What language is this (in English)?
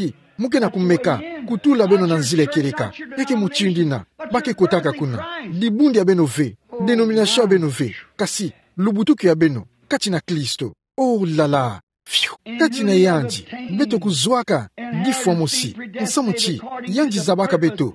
Kituba (Democratic Republic of Congo)